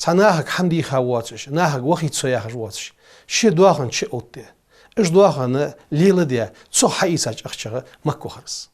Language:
Ingush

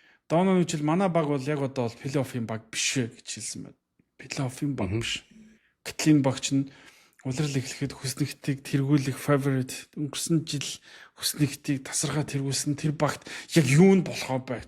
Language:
Mongolian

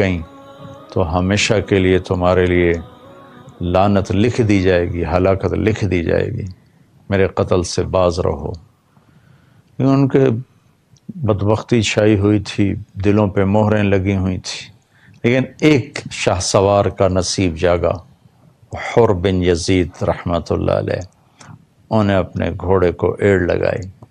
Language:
Urdu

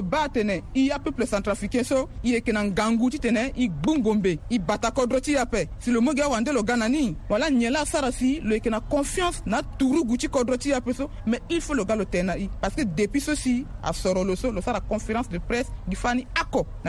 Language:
Sango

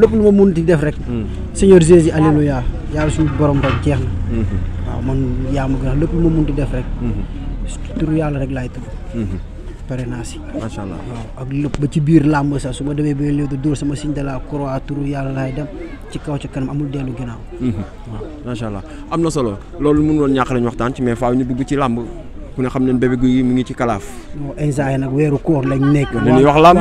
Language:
Wolof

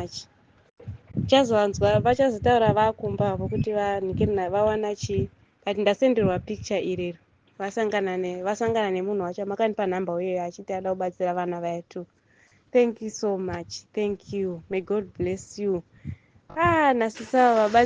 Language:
Shona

